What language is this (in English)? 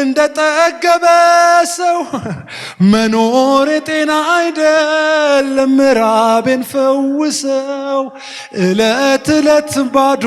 Amharic